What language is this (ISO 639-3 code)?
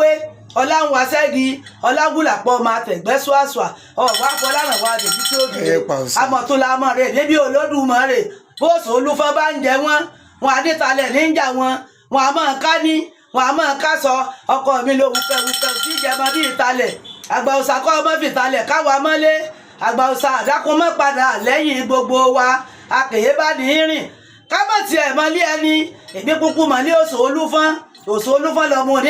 yor